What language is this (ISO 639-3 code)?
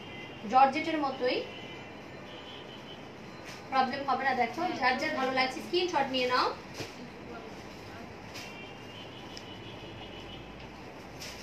ben